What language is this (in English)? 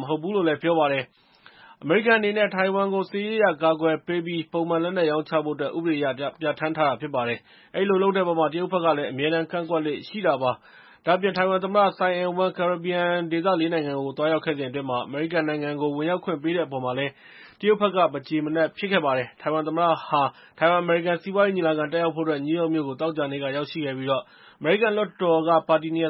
Burmese